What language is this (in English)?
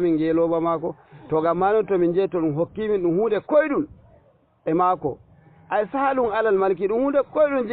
Fula